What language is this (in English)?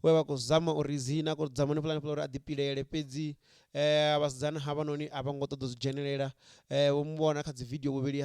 Venda